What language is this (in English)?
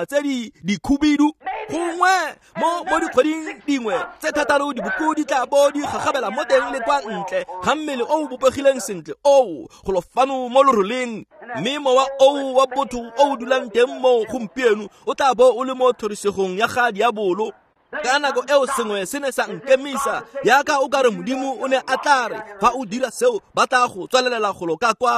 Tswana